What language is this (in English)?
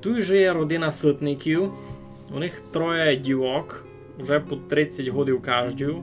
Rusyn